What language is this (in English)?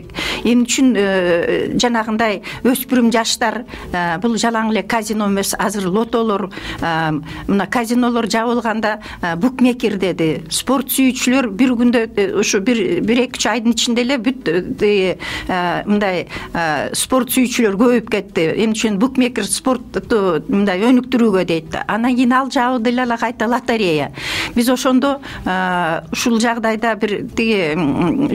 Kyrgyz